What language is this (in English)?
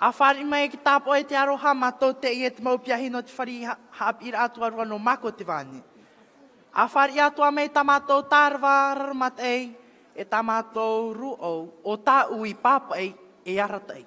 Tahitian